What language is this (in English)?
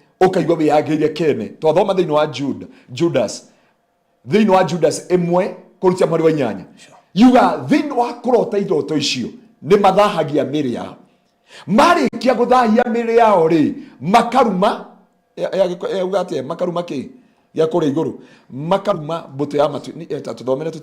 Kikuyu